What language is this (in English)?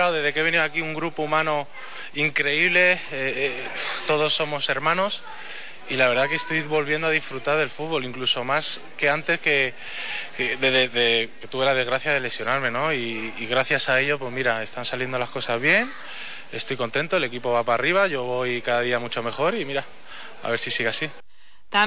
Spanish